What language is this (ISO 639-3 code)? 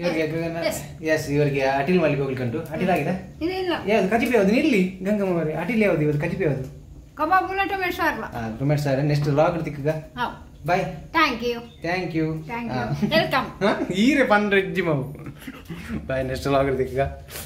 tcy